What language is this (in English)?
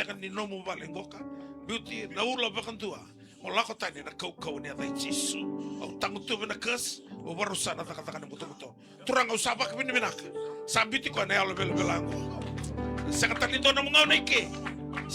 Fijian